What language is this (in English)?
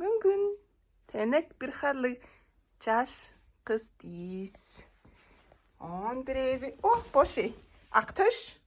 Tuvinian